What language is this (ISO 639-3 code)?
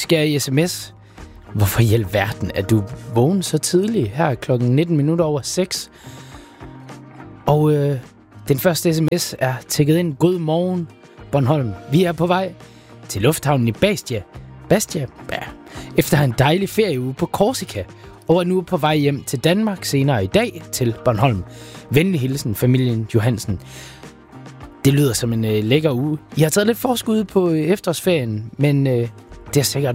dan